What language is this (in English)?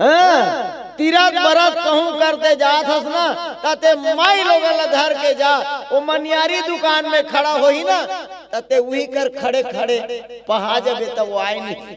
Chhattisgarhi